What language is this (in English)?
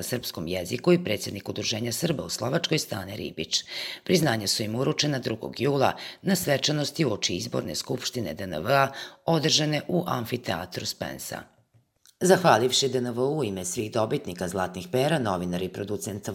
Croatian